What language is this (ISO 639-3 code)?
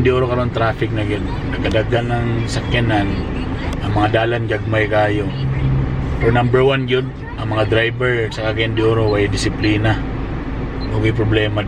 ceb